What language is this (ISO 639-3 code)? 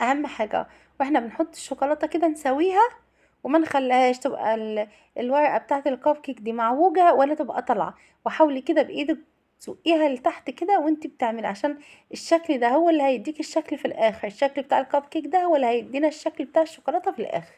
arz